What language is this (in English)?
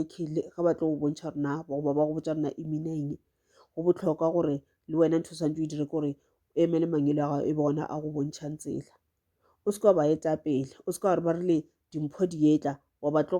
Northern Sotho